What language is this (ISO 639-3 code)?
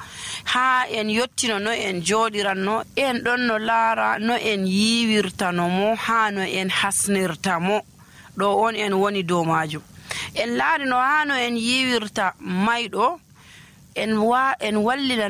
fuv